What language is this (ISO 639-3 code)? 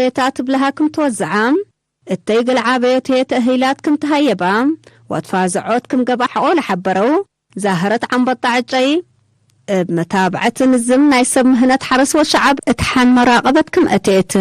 tig